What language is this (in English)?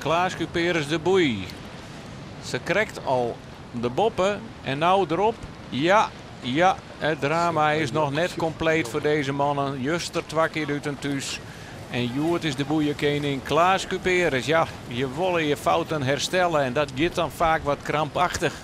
Western Frisian